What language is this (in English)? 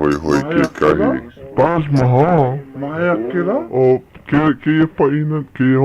Hawaiian